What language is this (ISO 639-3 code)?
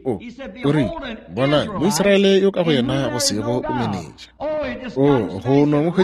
nso